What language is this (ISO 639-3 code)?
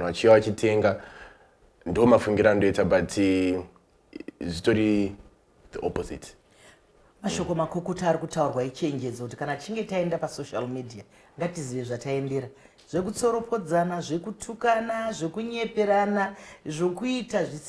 sna